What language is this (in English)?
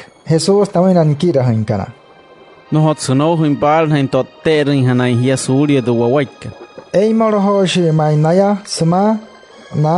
Wayuu